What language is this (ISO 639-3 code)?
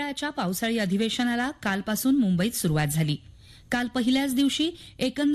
mar